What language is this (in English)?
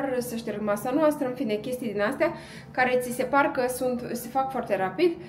Romanian